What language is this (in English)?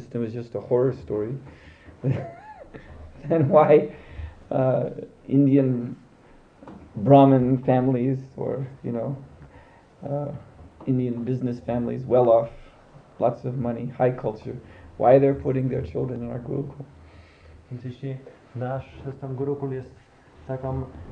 Polish